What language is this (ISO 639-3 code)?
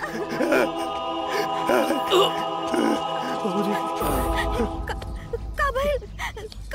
bho